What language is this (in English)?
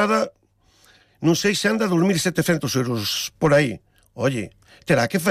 Galician